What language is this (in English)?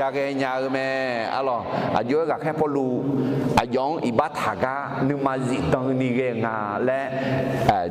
Akha